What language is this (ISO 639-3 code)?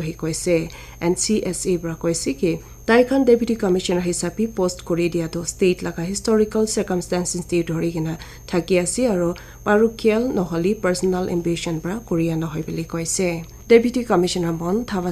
nag